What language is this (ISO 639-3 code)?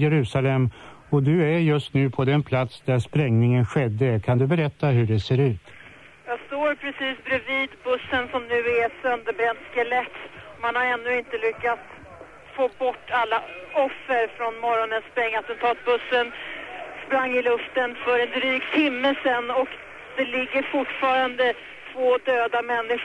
swe